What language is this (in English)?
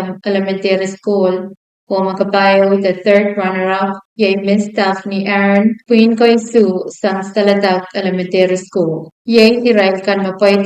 Pohnpeian